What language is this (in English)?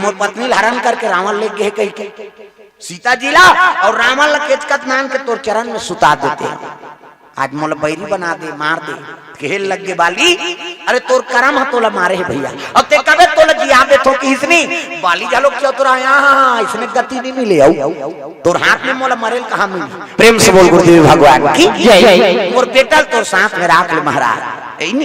Chhattisgarhi